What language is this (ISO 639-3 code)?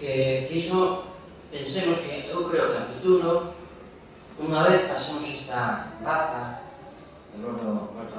glg